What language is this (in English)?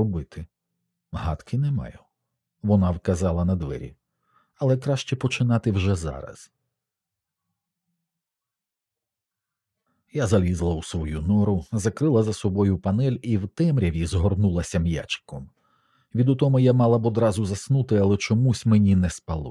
Ukrainian